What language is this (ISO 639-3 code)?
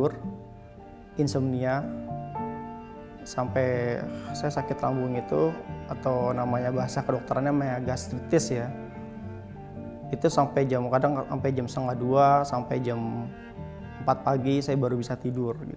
ind